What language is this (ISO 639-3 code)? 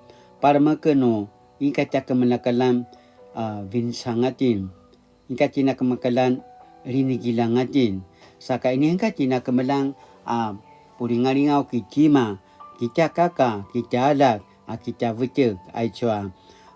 pwn